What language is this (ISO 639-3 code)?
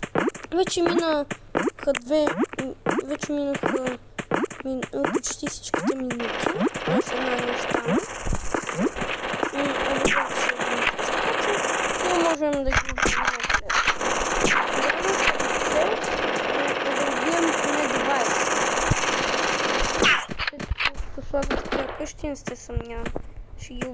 bul